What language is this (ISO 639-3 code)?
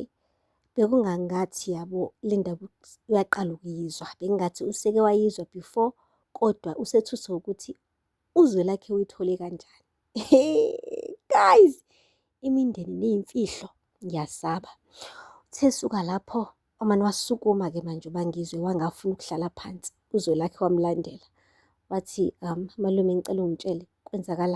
zul